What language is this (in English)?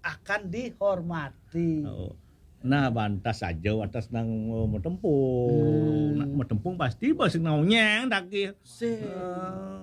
Balinese